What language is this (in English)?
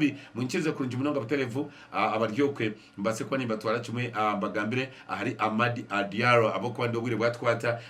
Nyankole